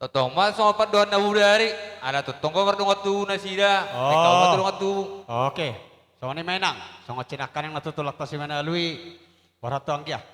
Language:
Batak Toba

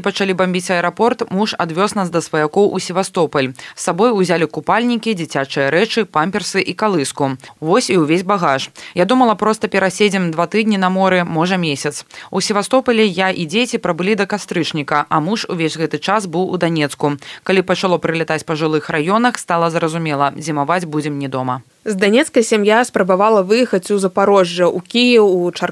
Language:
Belarusian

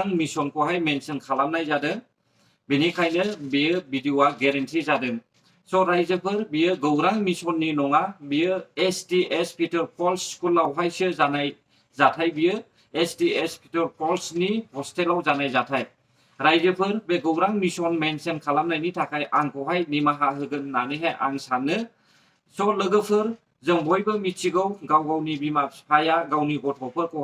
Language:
Bodo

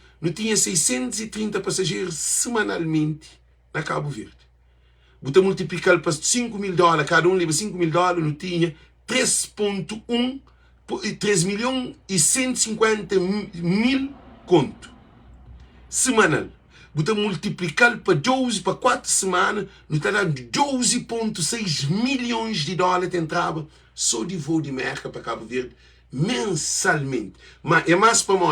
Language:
Kabuverdianu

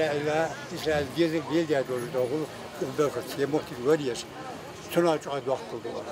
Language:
Ingush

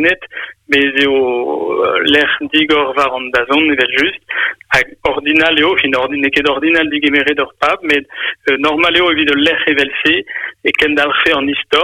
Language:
Breton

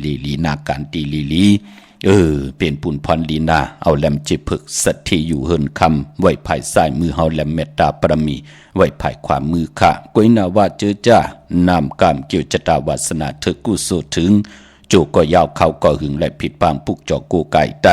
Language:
Shan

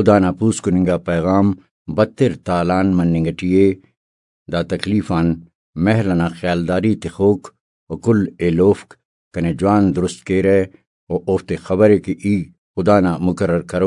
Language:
Brahui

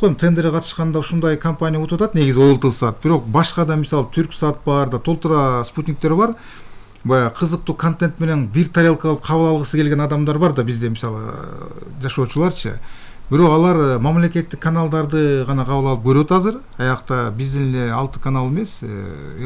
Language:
Kyrgyz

